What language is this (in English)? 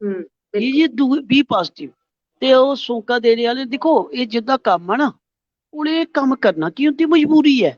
Dogri